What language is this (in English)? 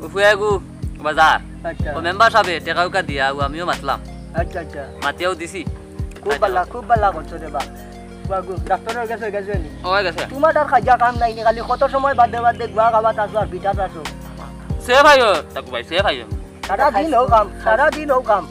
Sylheti